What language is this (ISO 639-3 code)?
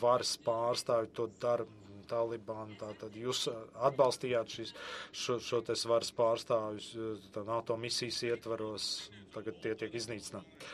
lav